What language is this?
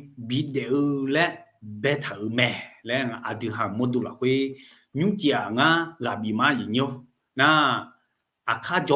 Akha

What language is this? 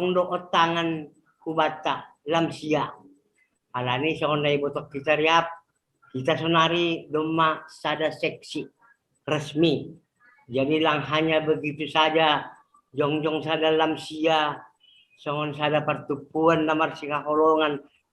Batak Simalungun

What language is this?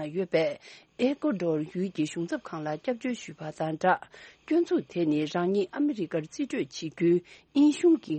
Tibetan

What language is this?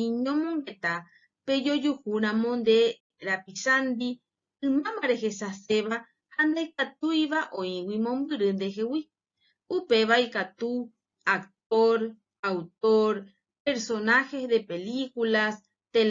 Guarani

